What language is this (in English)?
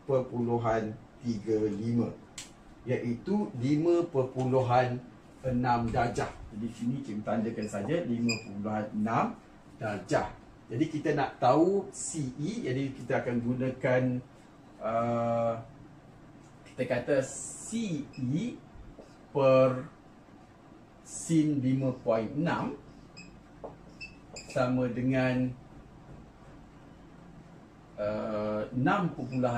Malay